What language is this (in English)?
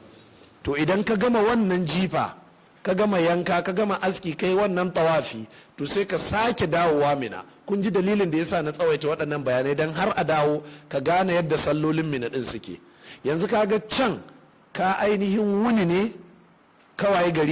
Hausa